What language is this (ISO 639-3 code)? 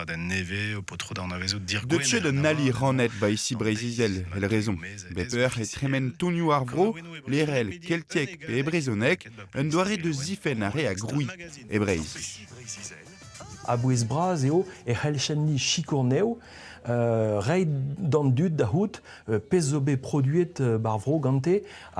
bre